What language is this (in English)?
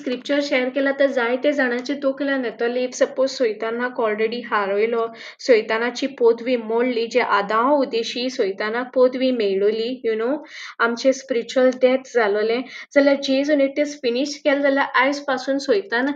Konkani